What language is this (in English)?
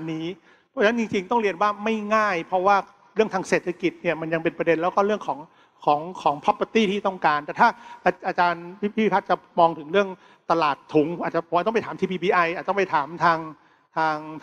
Thai